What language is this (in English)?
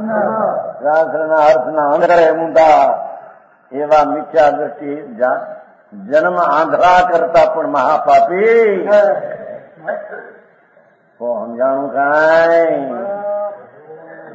Gujarati